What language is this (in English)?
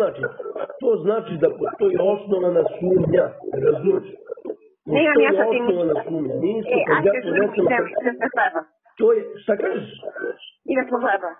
Serbian